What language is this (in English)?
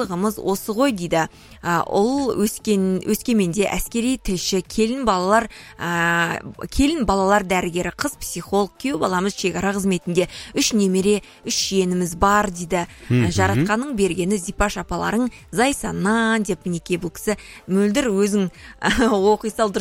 Kazakh